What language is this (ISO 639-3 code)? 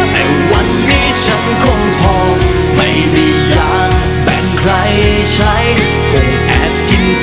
tha